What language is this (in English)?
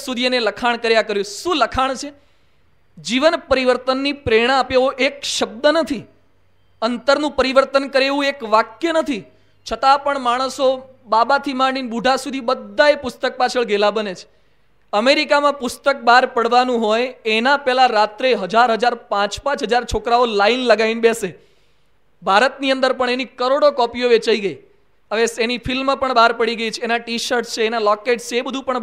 Gujarati